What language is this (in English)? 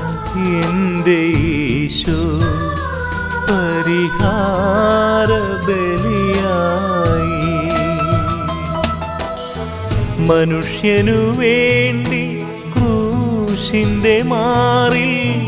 Malayalam